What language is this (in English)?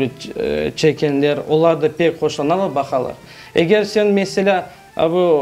Crimean Tatar